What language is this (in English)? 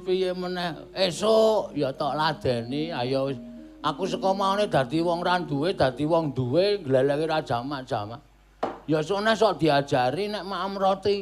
Javanese